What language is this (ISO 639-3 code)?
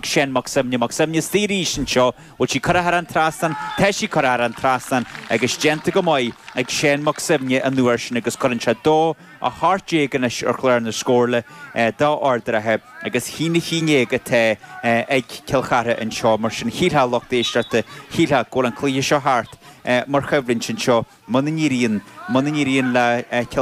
gle